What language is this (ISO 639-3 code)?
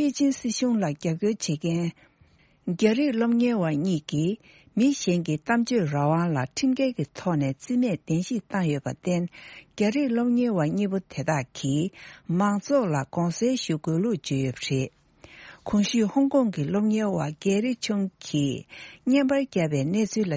bod